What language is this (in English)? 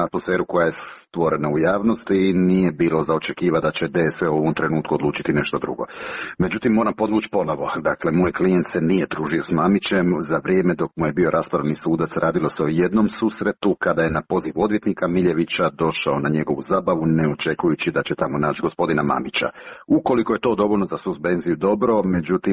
Croatian